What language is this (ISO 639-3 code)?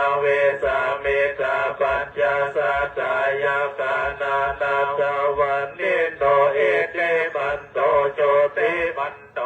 pli